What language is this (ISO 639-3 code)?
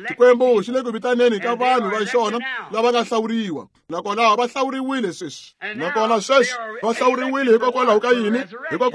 tso